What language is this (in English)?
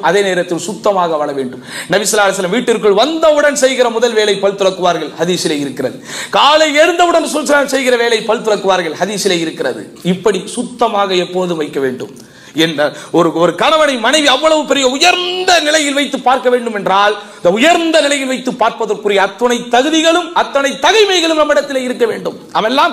Tamil